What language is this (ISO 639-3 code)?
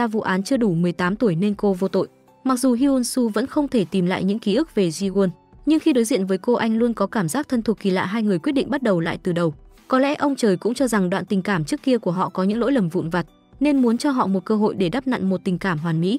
vie